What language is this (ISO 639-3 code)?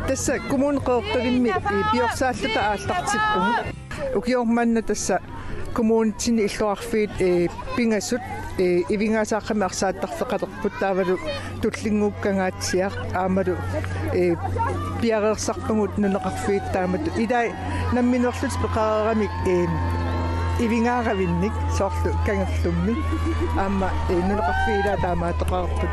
kal